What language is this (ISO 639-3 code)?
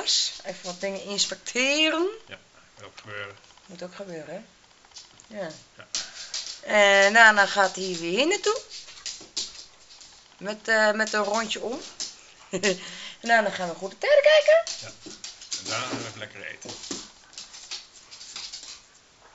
nld